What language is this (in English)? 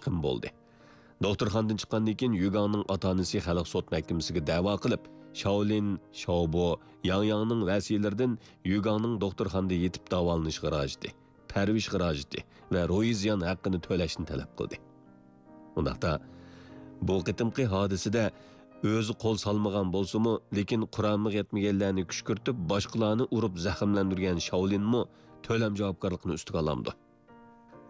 Uyghur